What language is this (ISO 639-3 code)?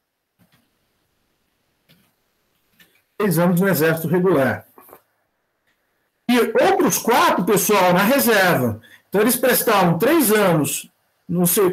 por